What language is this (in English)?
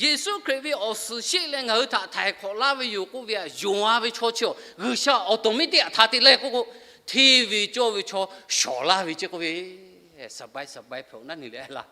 Lahu